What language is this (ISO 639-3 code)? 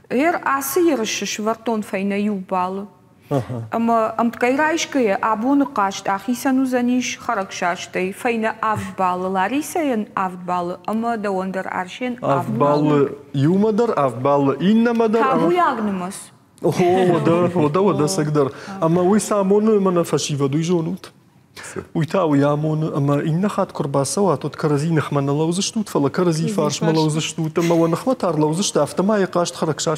oss